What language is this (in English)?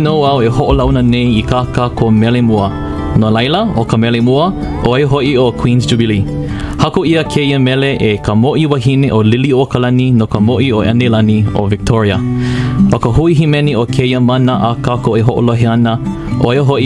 Hawaiian